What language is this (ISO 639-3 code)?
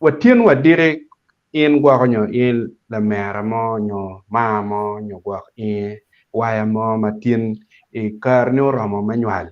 ach